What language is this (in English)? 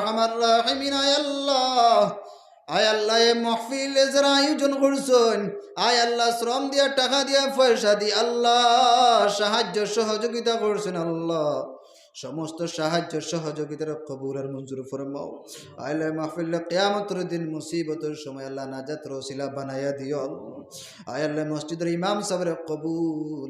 Sylheti